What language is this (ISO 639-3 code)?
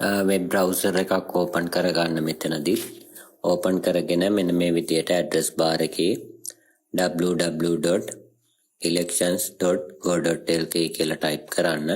sin